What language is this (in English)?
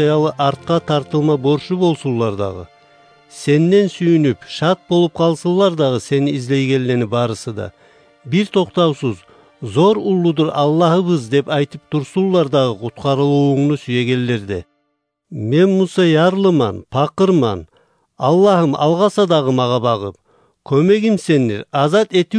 Kumyk